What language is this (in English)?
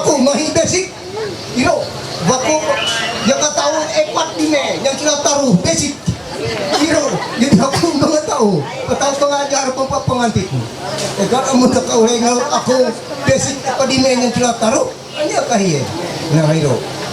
Ma'anyan